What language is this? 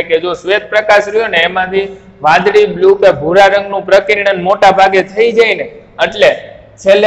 Gujarati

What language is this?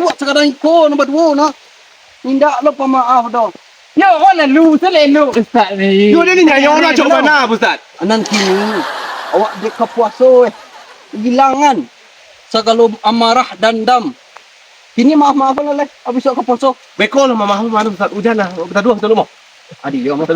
Minangkabau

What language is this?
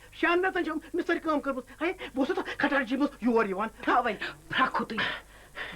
Kashmiri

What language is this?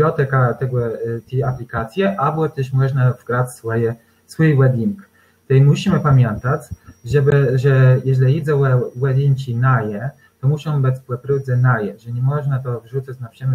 Kashubian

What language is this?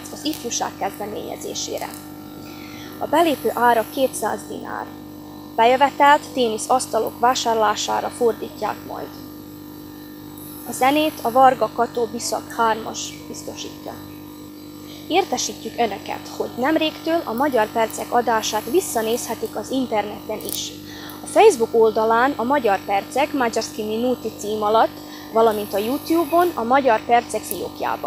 Hungarian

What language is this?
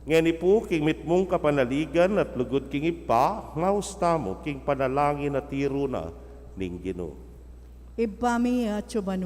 Pampanga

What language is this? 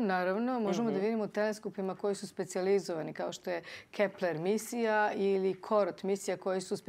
Serbian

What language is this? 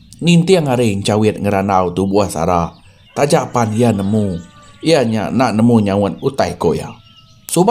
Iban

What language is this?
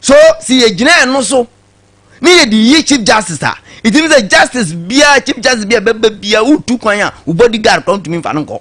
Akan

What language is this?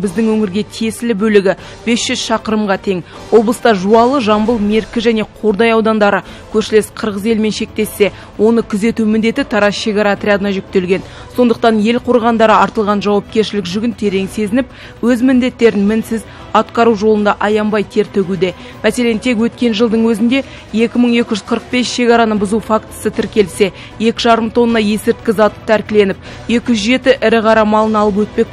Kazakh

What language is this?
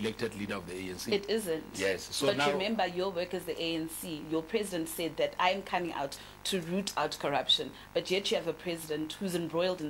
English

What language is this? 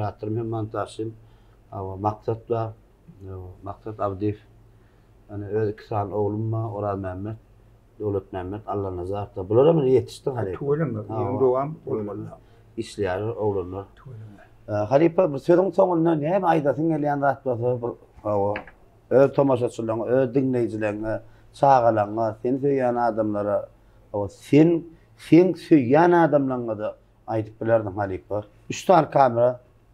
Turkmen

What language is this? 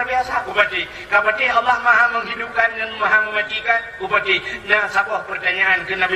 Achinese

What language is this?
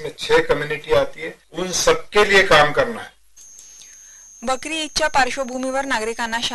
Marathi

